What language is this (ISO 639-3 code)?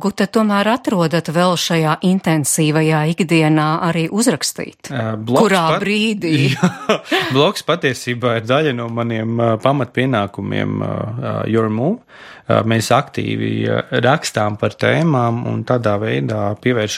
lav